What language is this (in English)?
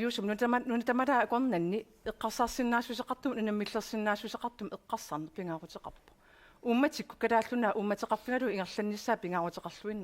Kalaallisut